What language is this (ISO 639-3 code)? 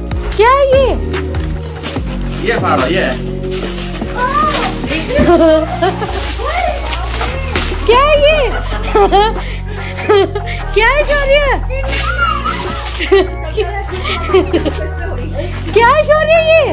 hin